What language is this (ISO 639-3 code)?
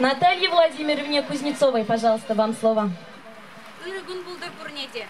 chv